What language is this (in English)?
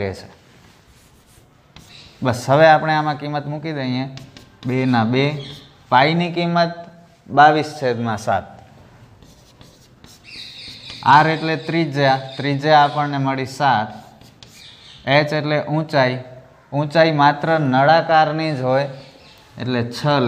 Gujarati